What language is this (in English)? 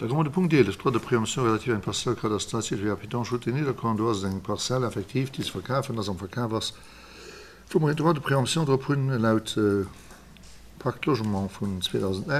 Luxembourgish